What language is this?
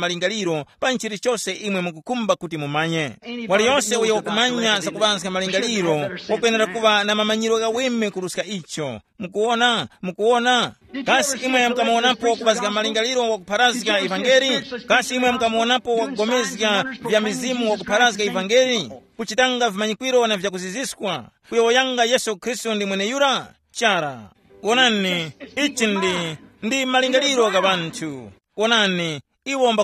Tumbuka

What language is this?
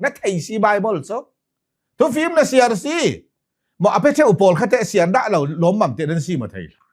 Hakha Chin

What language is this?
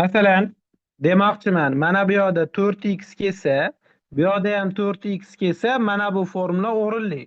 Uzbek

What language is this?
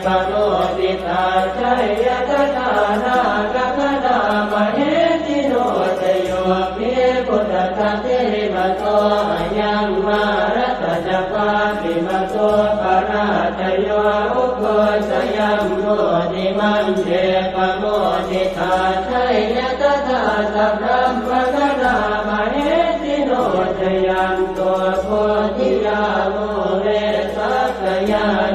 Pali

